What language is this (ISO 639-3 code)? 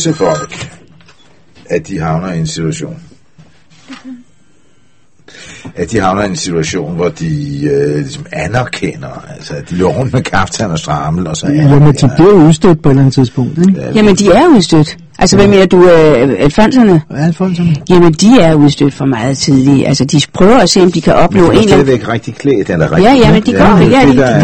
dan